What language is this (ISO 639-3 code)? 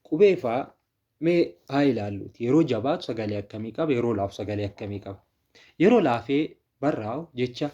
orm